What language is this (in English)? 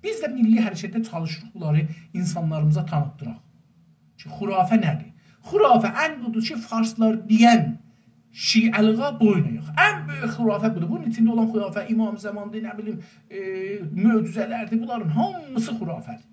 South Azerbaijani